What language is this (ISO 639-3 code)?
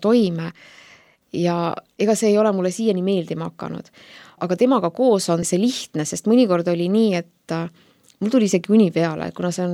est